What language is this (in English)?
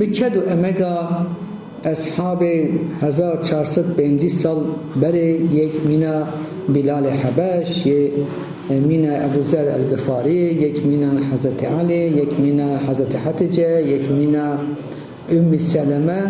Kurdish